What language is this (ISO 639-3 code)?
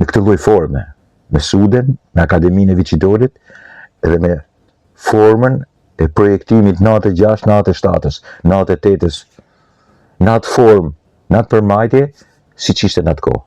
sqi